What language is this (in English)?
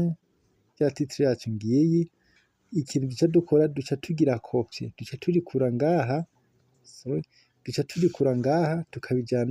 Rundi